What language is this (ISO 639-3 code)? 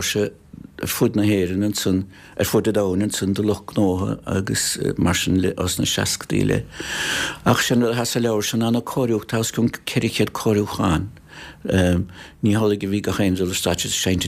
gle